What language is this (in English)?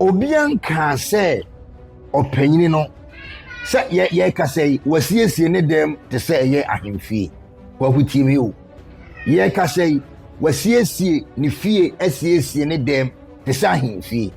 Akan